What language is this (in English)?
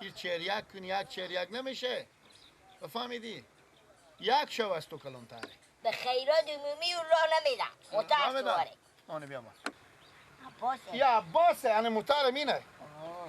Persian